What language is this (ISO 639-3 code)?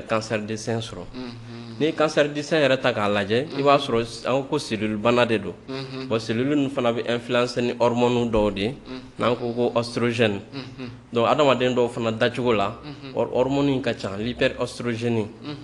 bam